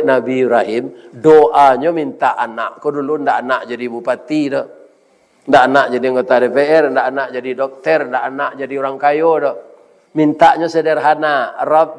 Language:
Minangkabau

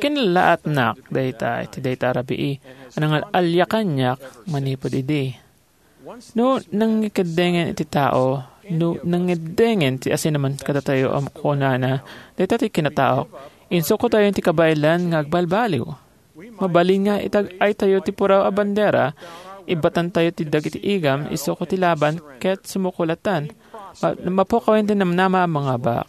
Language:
Iloko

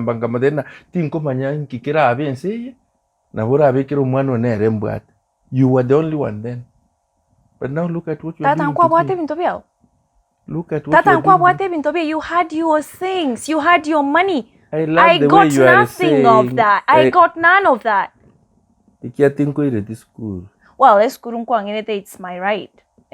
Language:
Gusii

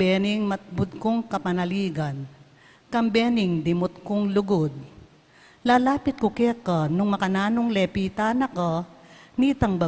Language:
Pampanga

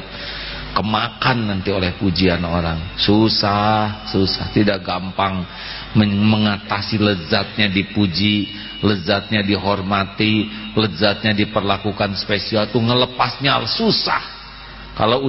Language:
Indonesian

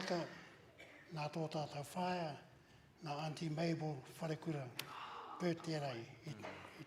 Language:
Māori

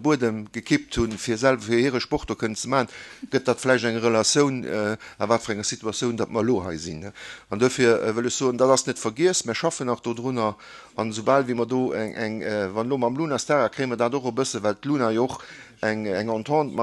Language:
Luxembourgish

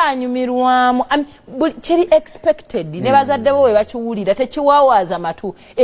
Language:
Ganda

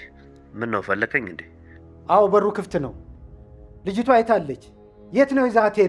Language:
Amharic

